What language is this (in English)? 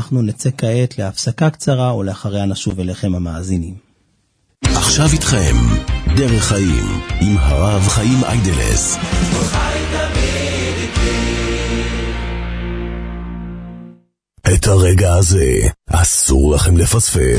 Hebrew